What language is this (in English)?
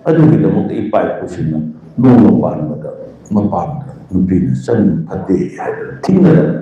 Manipuri